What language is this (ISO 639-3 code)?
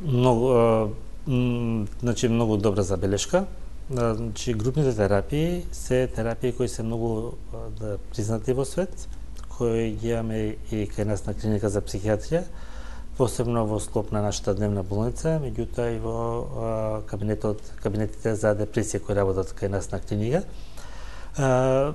mkd